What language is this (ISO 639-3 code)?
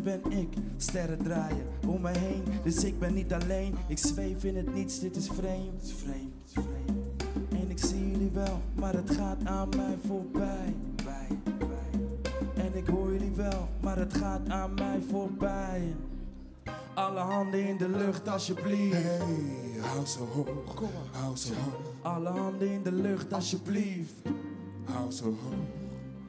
nld